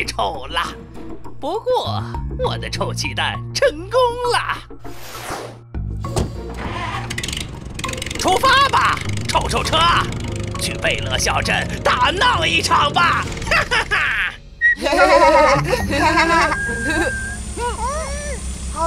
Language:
Chinese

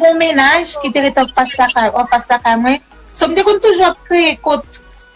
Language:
Haitian Creole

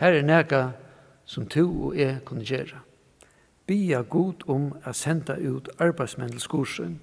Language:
Faroese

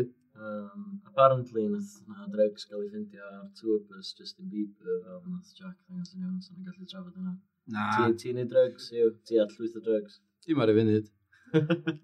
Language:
Welsh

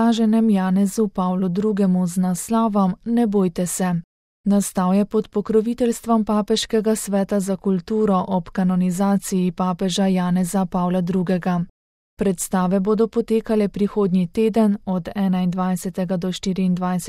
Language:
Slovenian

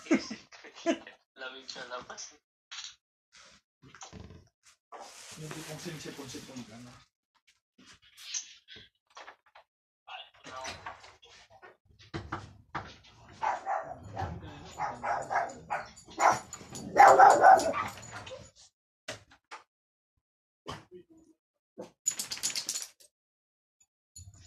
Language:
Filipino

